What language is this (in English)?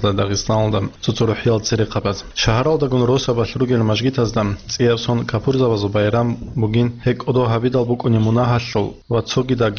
Avaric